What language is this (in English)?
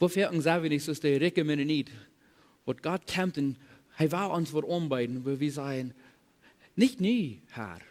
Plautdietsch